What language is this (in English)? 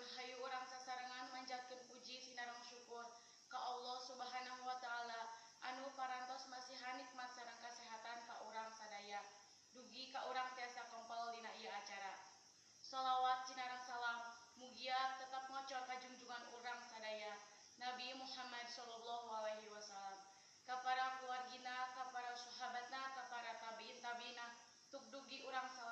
Sundanese